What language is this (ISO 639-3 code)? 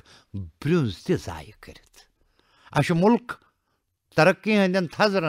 kas